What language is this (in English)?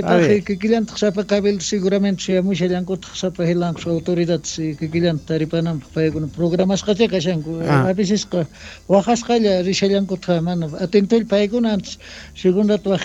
Quechua